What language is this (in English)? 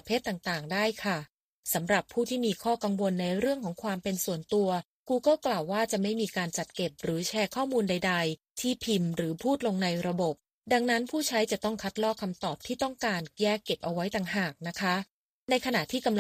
Thai